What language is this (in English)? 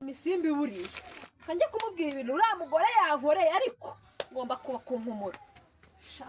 Kinyarwanda